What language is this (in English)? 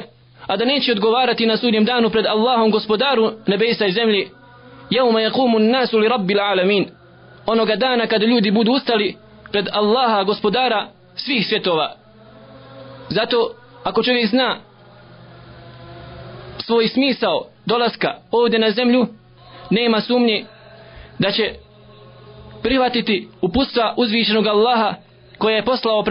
Bosnian